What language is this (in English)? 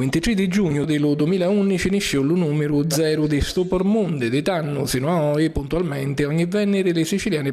Sicilian